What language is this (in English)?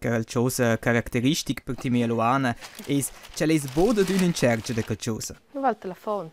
Romansh